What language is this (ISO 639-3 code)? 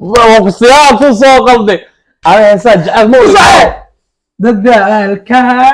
som